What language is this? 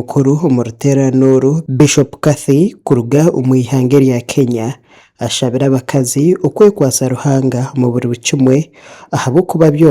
Nyankole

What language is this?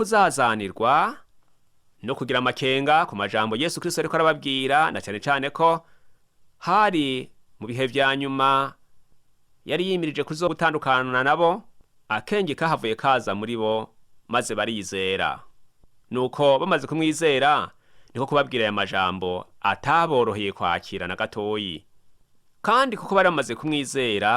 Rundi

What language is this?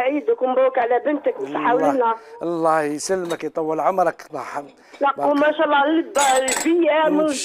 Algerian Arabic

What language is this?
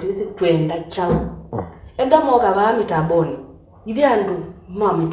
Kamba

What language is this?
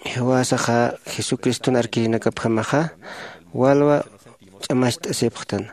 Aymara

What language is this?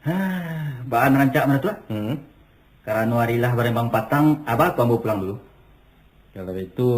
Minangkabau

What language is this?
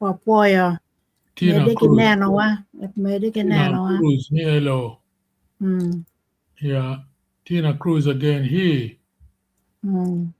Acoli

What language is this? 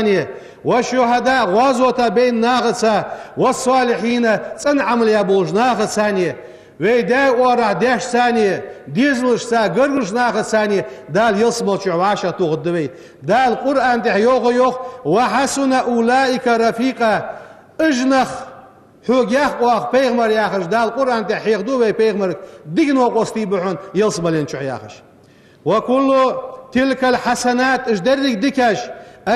Ingush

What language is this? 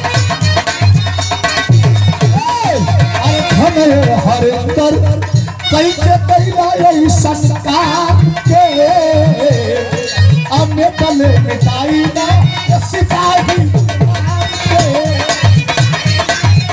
Bhojpuri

